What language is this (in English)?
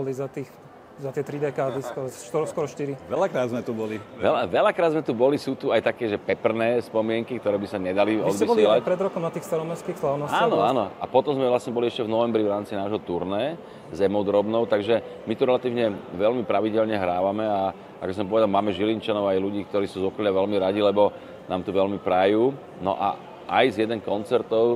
Slovak